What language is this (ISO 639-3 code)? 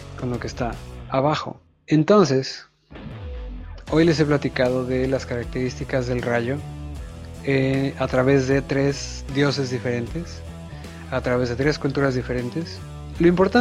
spa